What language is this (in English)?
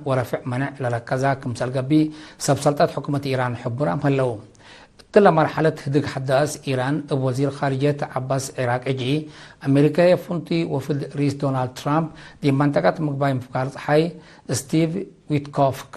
Tigre